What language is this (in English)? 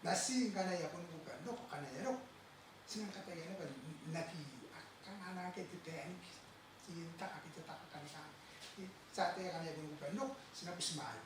Gilbertese